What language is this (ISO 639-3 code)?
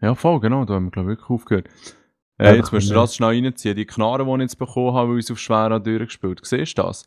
gsw